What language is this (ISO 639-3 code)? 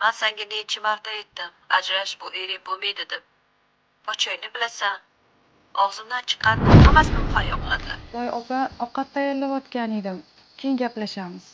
uzb